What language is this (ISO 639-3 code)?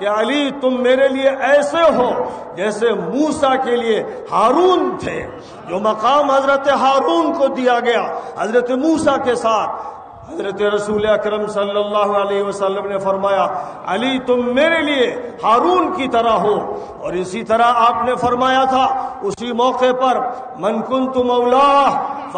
urd